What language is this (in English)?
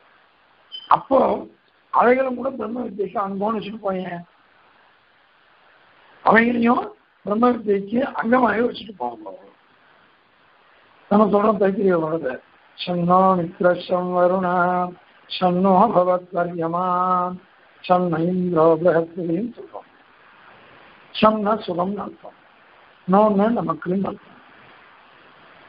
Tamil